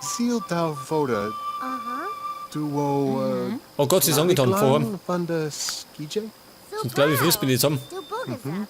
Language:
Bavarian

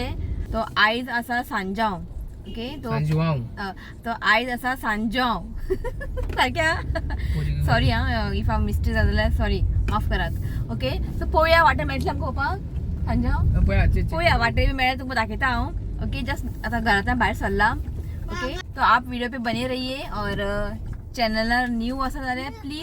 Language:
Konkani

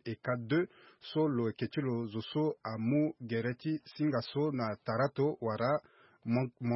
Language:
Sango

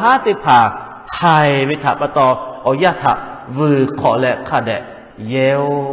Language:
Lahu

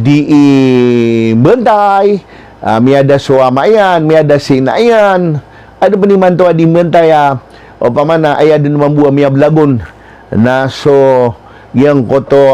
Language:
Maranao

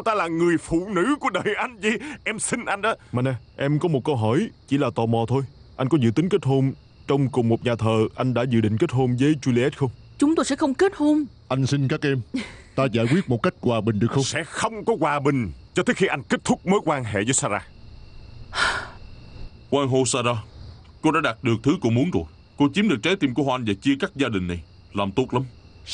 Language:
Vietnamese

